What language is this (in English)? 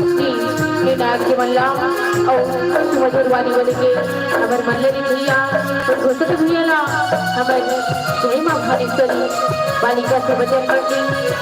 Chhattisgarhi